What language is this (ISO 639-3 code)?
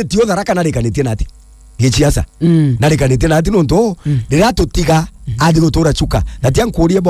mer